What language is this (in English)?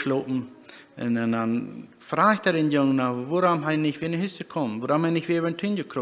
Plautdietsch